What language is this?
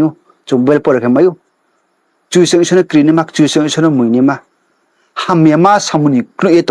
Riang (India)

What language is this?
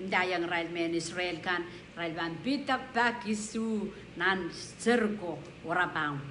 Pohnpeian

